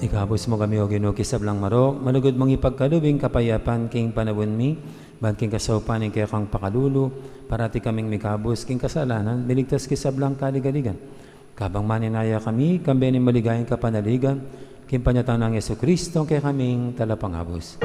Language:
Pampanga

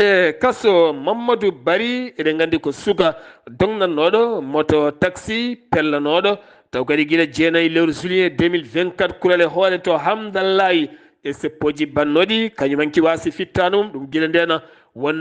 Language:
Fula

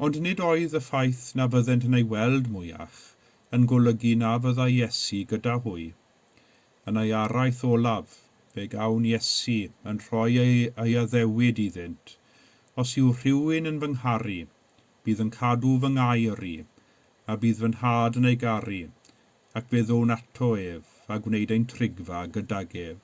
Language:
Welsh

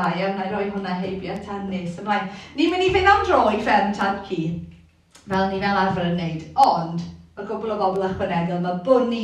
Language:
Welsh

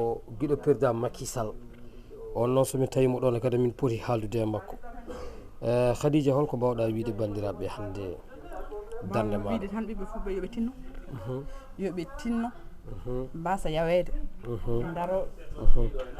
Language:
Fula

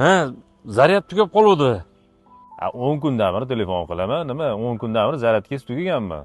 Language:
Uzbek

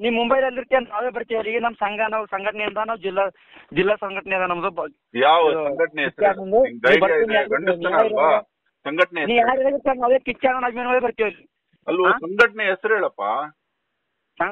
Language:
Kannada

